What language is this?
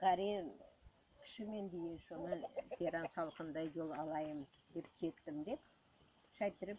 Crimean Tatar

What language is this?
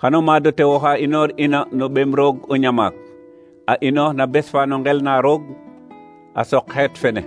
Serer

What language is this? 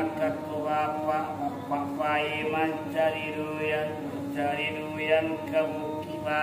Minangkabau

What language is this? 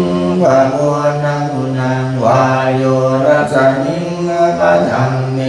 Pali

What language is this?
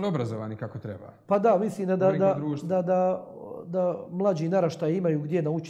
Croatian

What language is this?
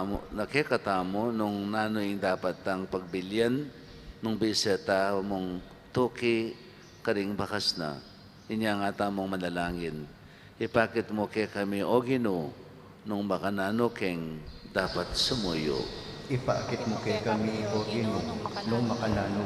Pampanga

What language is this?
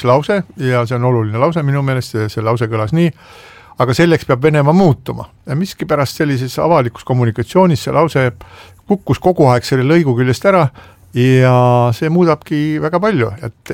Estonian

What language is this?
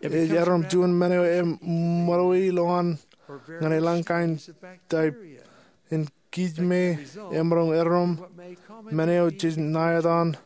Marshallese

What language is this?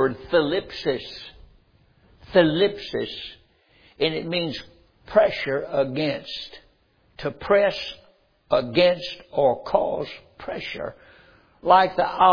English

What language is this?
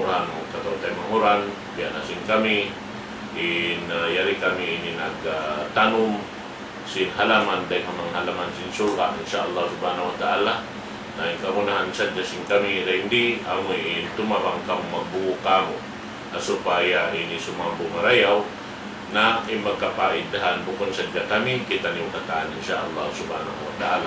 Tausug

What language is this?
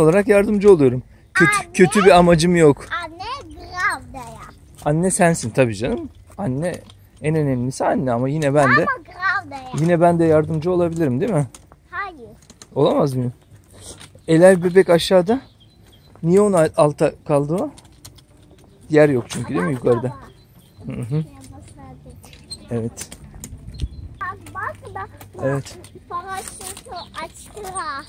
Turkish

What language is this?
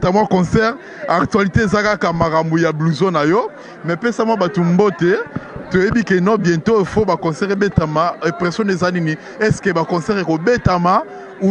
Lingala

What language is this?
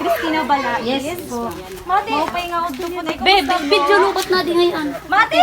Waray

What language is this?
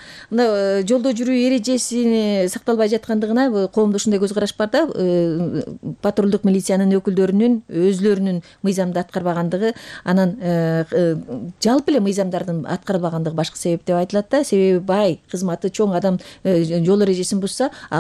Kyrgyz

